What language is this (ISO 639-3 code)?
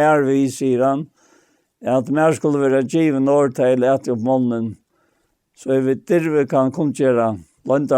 fao